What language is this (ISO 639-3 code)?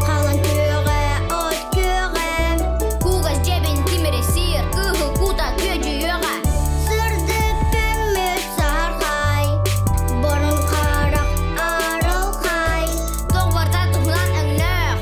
sah